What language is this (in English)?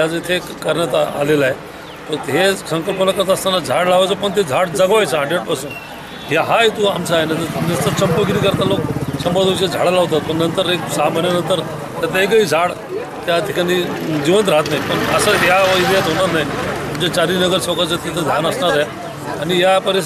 Marathi